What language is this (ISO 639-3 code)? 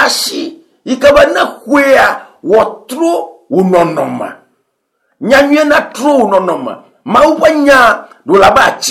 ewe